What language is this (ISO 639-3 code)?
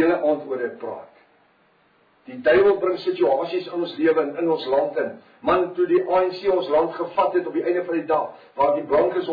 afr